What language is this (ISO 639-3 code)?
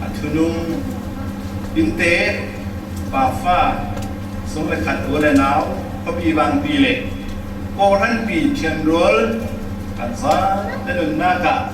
cfm